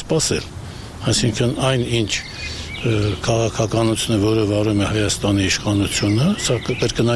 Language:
Armenian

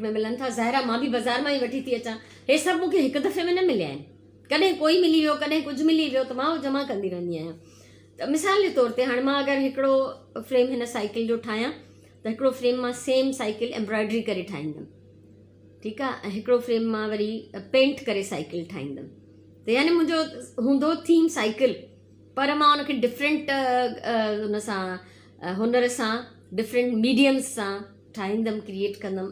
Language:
Sindhi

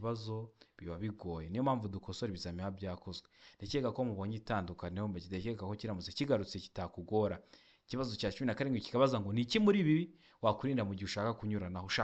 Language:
Kinyarwanda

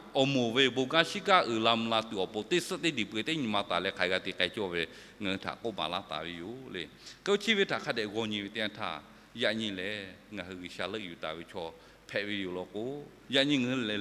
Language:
Lahu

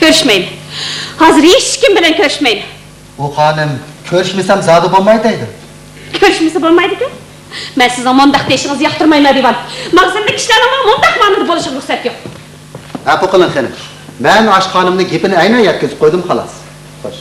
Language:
Uyghur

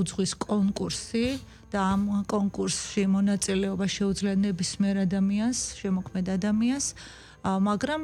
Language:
Georgian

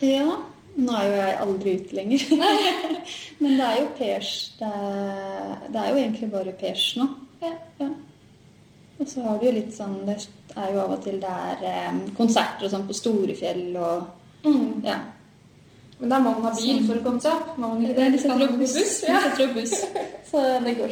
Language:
Norwegian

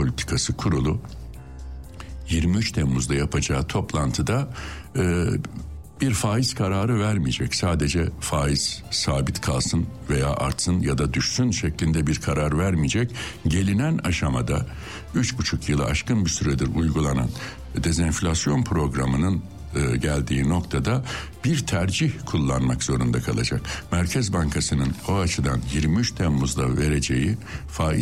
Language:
Turkish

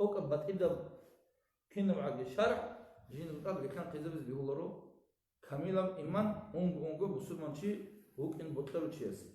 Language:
Avaric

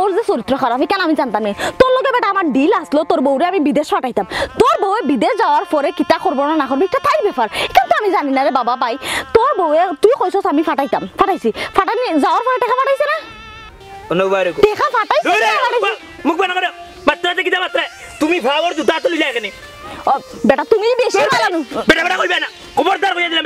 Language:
Sylheti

